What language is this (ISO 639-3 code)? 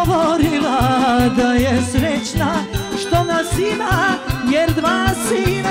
srp